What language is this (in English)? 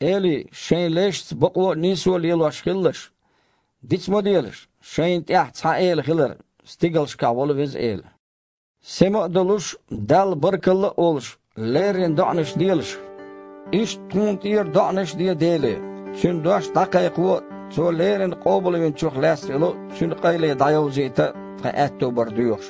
Chechen